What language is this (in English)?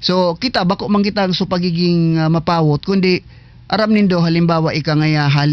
Bikol